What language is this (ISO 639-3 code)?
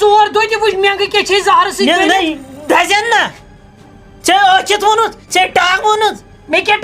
kas